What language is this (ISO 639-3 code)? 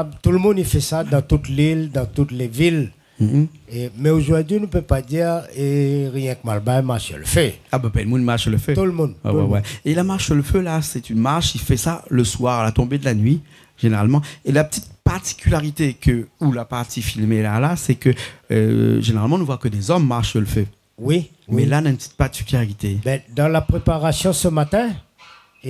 rcf